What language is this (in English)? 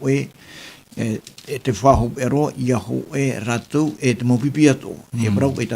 Tahitian